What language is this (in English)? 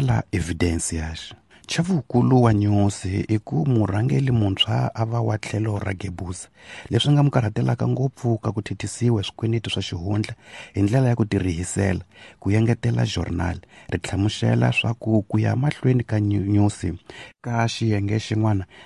Tsonga